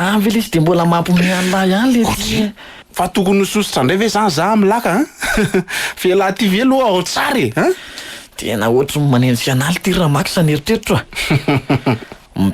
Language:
Malagasy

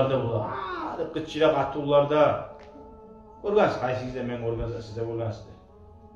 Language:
Kumyk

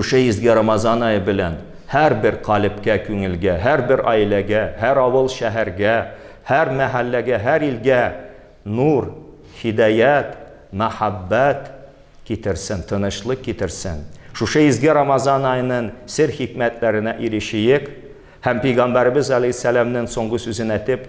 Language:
Tatar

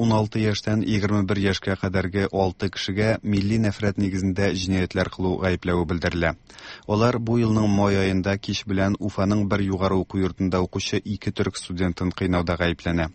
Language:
Tatar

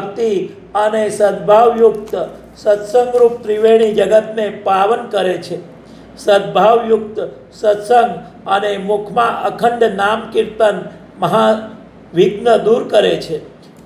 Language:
Gujarati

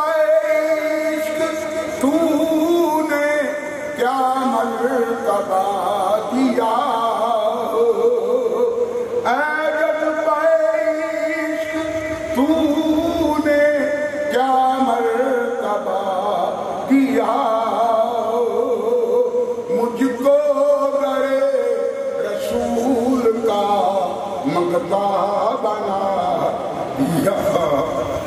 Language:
Urdu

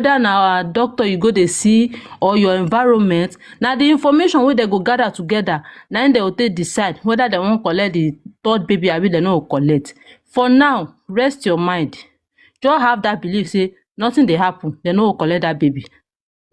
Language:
Nigerian Pidgin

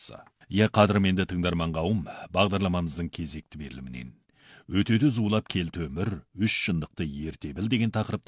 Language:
Kazakh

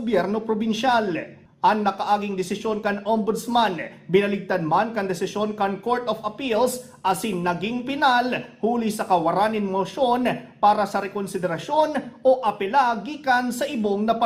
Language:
Bikol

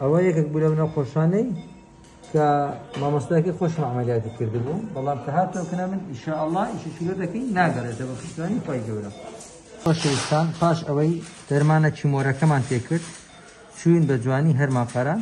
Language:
Central Kurdish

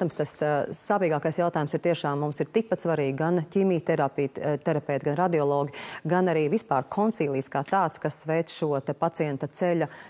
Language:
Latvian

